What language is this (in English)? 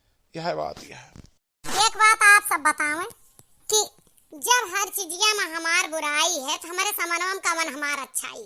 Awadhi